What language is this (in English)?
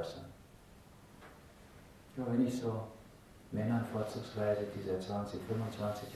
German